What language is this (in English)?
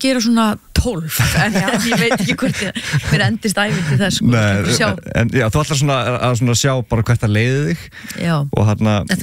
Icelandic